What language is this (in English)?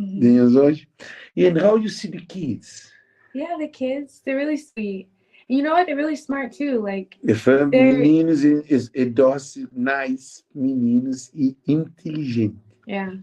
Kabuverdianu